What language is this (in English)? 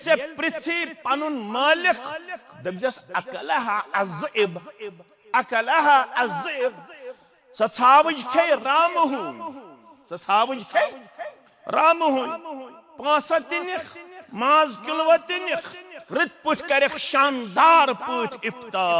Kashmiri